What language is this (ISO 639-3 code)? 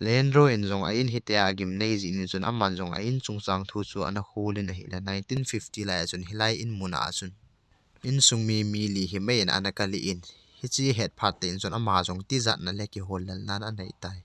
tcz